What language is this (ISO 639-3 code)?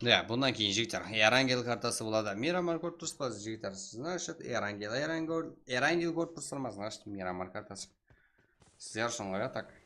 kaa